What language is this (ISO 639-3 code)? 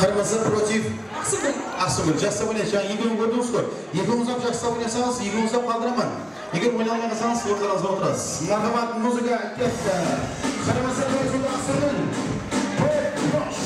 kaa